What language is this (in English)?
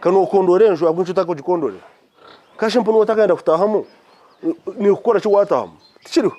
Nyankole